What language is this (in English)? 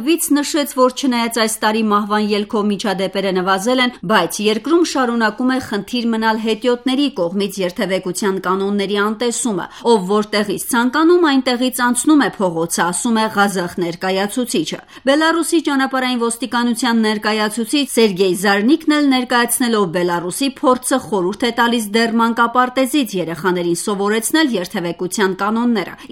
Armenian